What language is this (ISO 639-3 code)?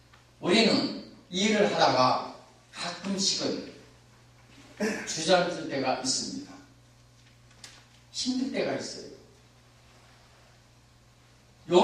kor